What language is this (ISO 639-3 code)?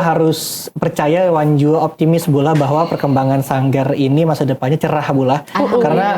bjn